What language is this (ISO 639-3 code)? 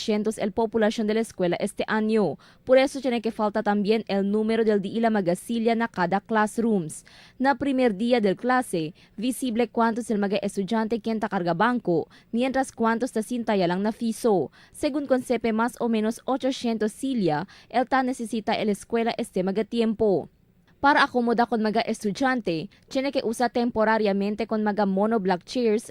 cbk